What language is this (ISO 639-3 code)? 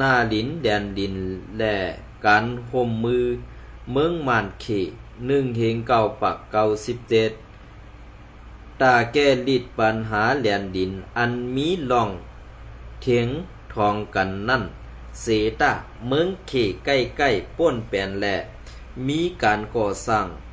shn